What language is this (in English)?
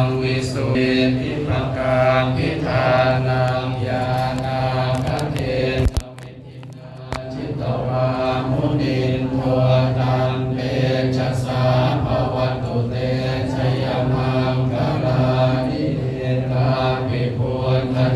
Pali